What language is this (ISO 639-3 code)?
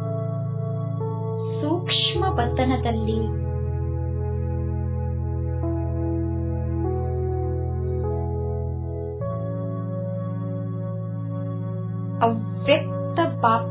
kan